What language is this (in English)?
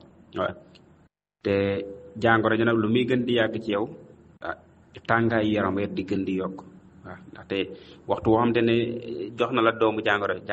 Wolof